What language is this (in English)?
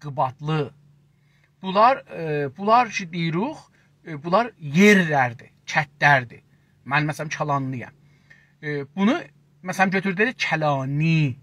South Azerbaijani